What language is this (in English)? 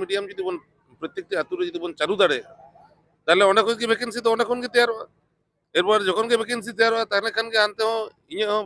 Santali